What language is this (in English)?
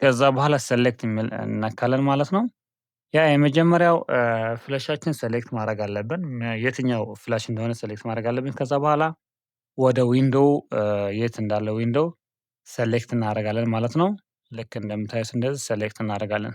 Amharic